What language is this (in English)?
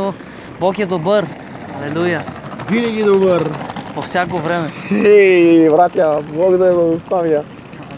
Bulgarian